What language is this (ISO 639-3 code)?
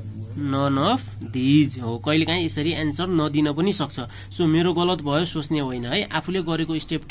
nep